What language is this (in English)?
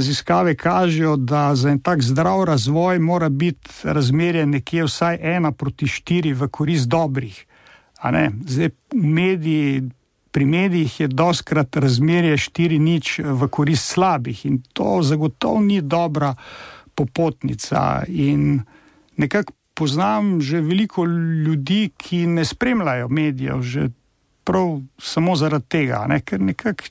Slovenian